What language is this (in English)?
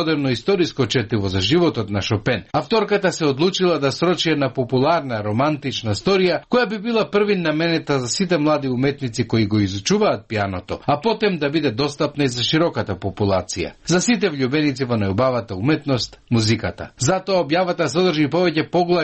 Macedonian